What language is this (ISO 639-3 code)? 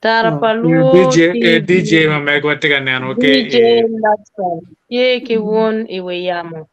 ach